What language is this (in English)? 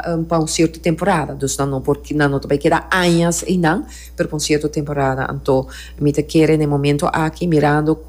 Papiamento